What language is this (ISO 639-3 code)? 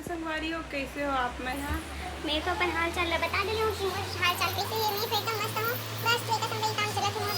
hne